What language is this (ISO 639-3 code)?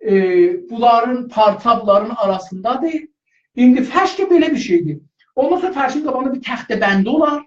azb